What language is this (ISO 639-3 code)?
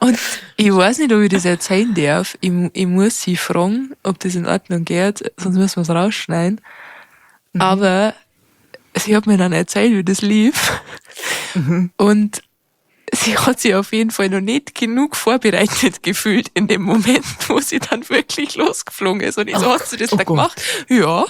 bar